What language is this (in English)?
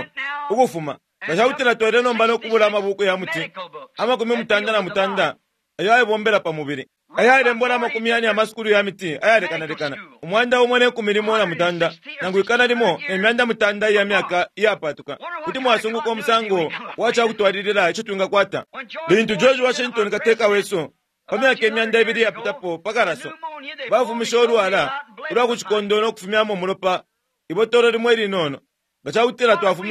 Bemba